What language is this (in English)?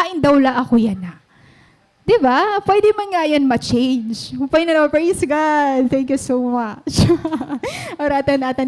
Waray